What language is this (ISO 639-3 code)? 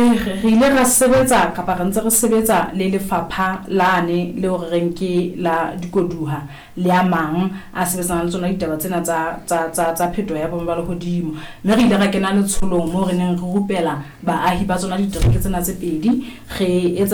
sot